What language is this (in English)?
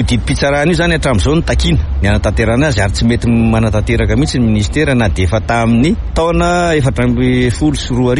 Malagasy